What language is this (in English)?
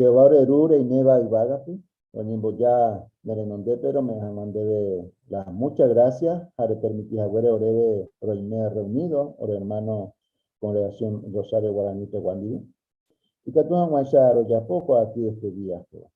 Guarani